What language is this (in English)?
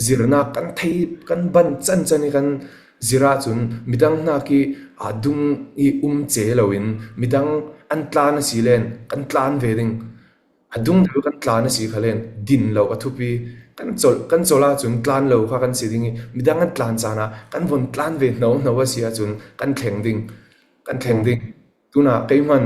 Falam Chin